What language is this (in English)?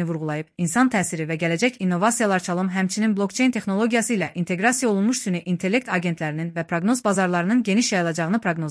Azerbaijani